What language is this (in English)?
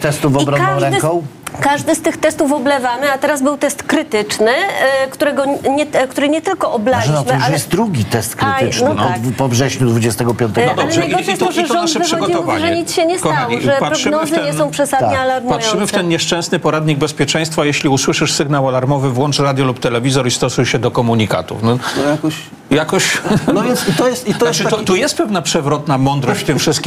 Polish